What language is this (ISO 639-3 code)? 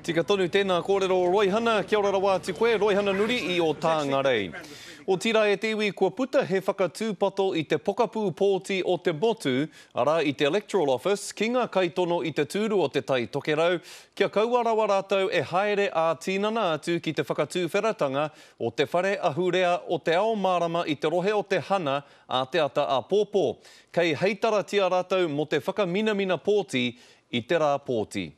mri